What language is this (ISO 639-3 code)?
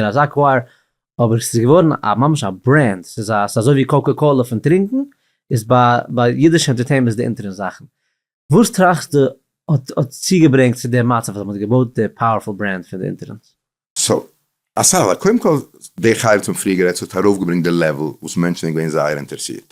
yid